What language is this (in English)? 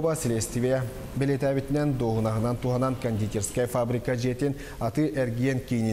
Yakut